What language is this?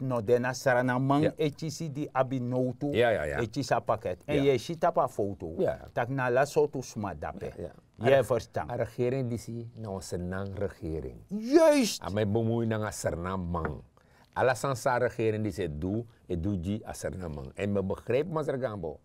Sranan Tongo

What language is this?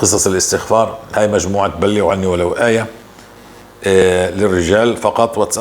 North Levantine Arabic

